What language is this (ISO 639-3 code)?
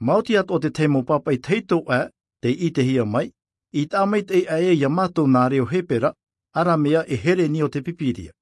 tah